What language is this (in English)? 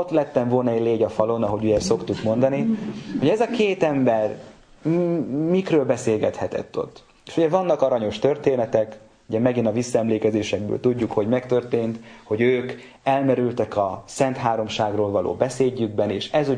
Hungarian